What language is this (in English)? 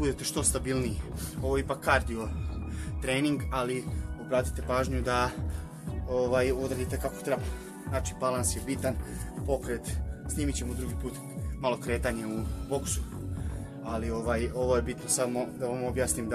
Croatian